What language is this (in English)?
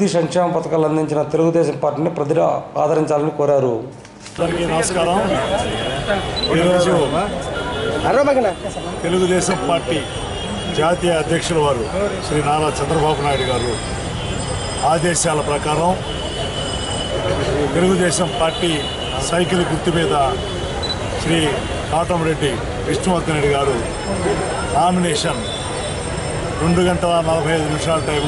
Telugu